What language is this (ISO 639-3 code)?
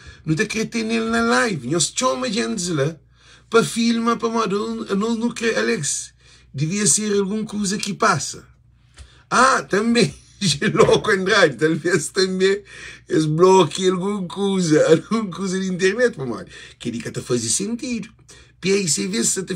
kea